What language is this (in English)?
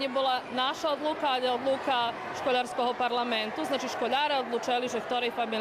Rusyn